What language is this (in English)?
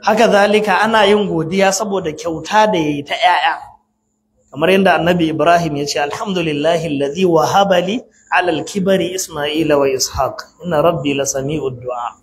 Hausa